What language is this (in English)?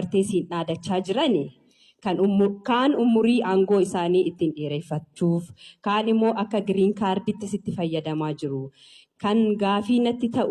Oromo